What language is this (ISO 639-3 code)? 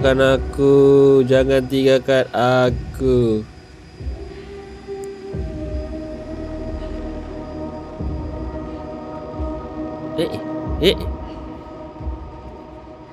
msa